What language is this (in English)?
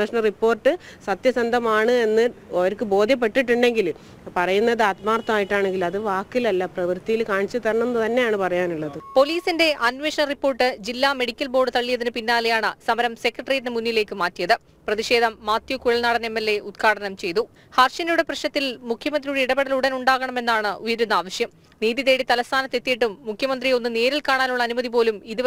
Malayalam